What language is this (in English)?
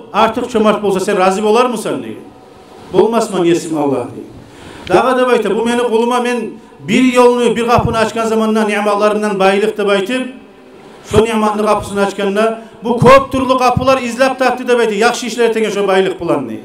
Kumyk